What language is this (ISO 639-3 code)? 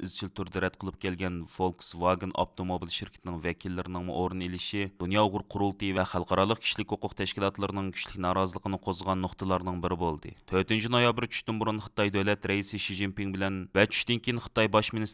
uig